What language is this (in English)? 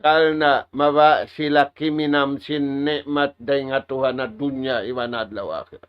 Tausug